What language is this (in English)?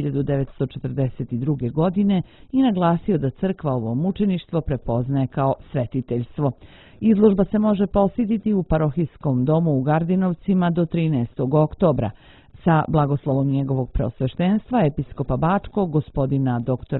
Serbian